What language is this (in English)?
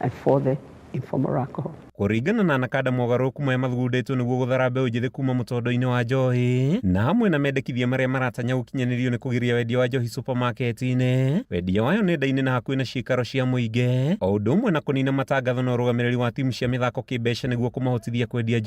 Kikuyu